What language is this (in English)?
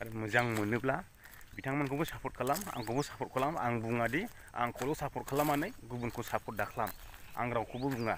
Bodo